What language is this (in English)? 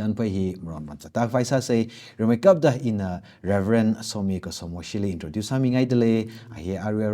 Tangkhul Naga (India)